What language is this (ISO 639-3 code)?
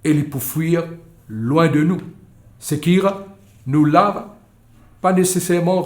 mfe